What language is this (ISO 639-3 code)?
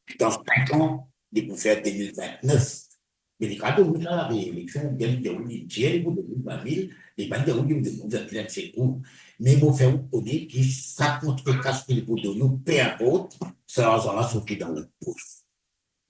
mfe